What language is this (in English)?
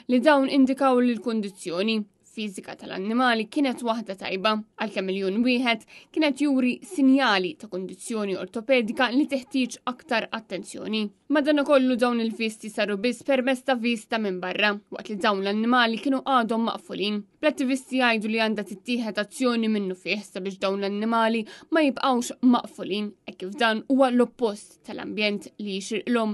Maltese